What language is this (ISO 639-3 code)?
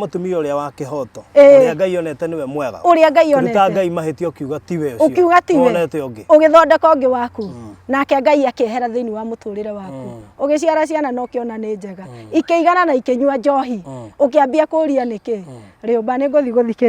kik